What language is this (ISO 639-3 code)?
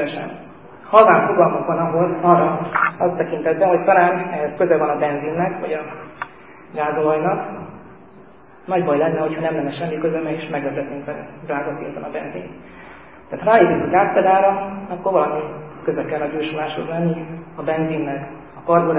hun